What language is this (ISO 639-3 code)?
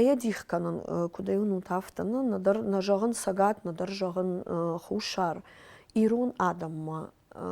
oss